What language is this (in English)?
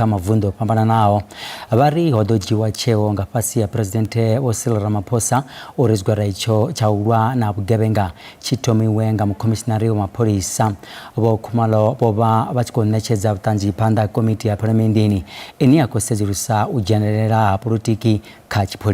Venda